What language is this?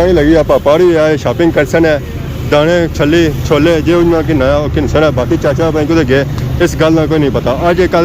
Pahari-Potwari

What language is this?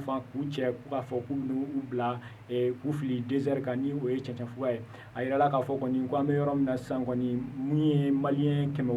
Bambara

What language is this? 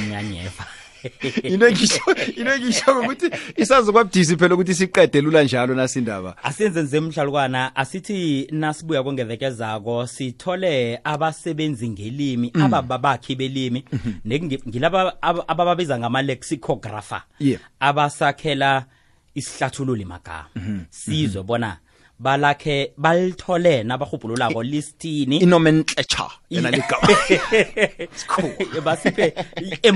South Ndebele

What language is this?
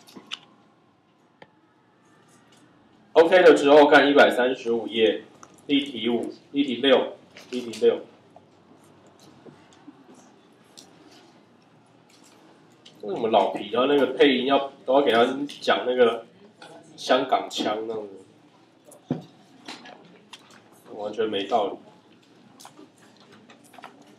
Chinese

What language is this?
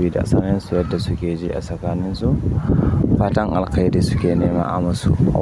Hausa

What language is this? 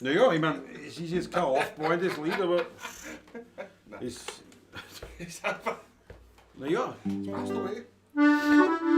Bavarian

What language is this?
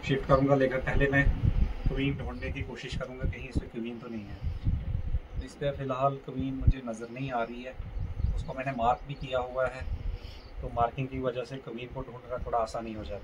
Hindi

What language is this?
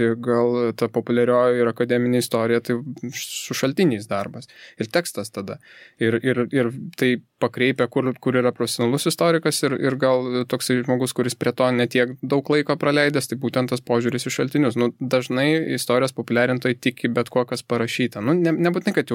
Lithuanian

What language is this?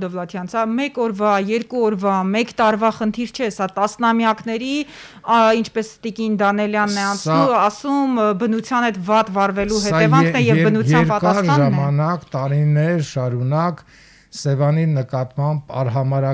Armenian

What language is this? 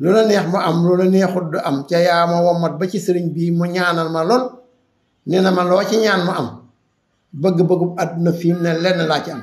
Wolof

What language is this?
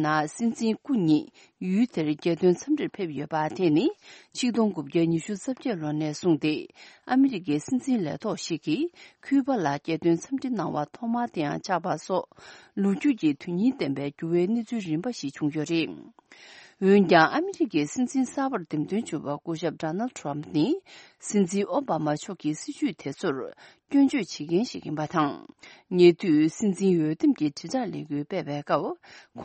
Tibetan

